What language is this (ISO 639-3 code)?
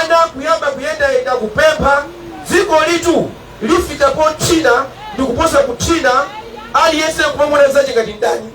nya